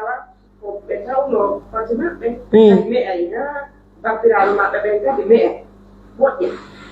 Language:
Pular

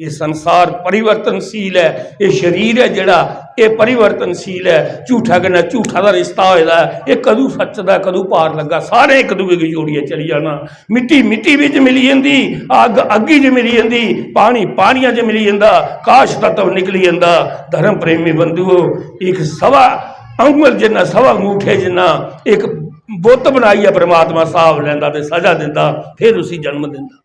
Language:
Dogri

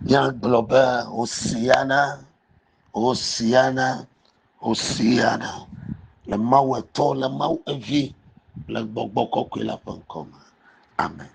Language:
Ewe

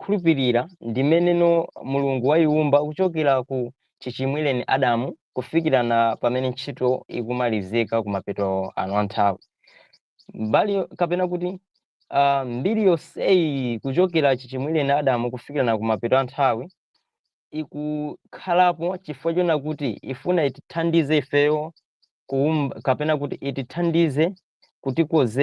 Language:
Nyanja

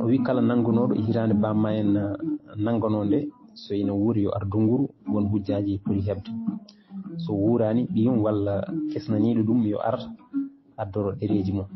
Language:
Fula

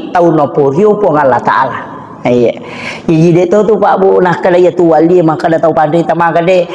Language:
Buginese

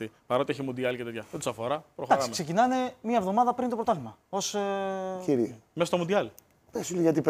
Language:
Greek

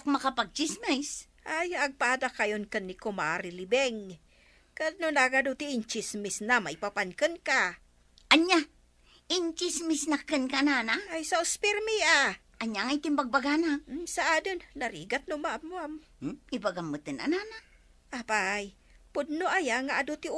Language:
Iloko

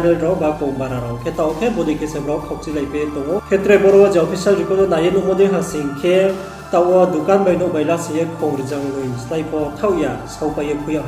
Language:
Riang (India)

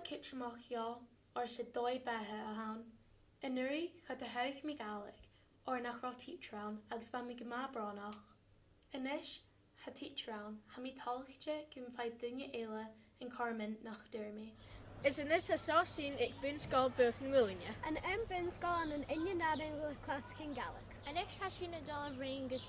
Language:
Scottish Gaelic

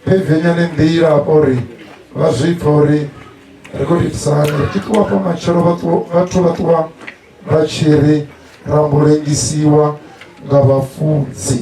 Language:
Venda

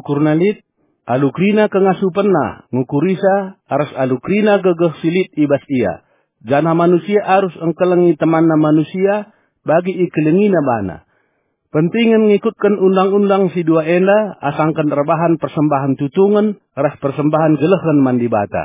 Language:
Batak Karo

